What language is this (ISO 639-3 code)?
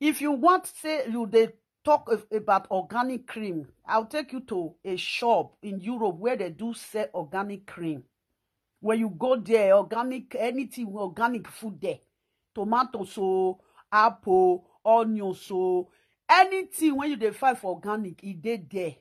pcm